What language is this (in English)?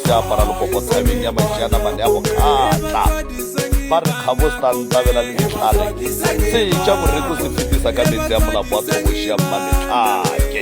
Northern Sotho